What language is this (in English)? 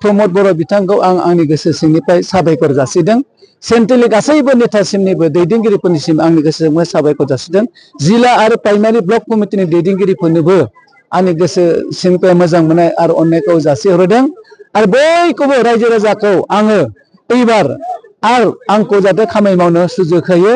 Bodo